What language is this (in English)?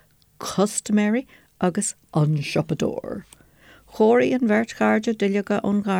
Irish